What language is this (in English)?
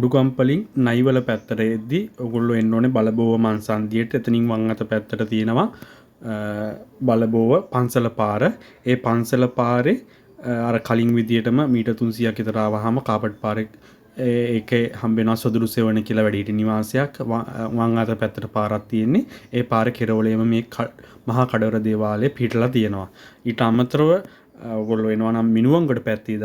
Sinhala